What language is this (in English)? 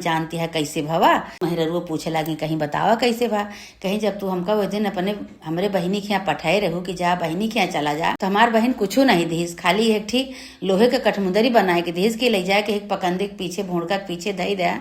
Awadhi